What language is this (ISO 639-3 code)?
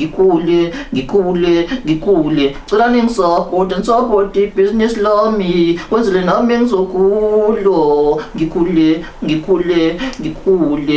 zul